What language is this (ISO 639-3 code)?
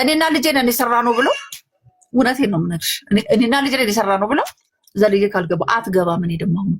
amh